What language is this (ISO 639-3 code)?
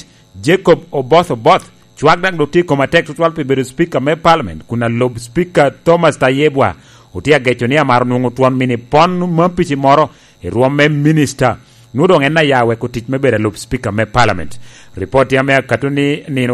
laj